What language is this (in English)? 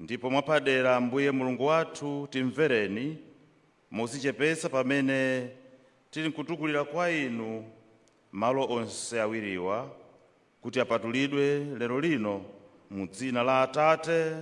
Nyanja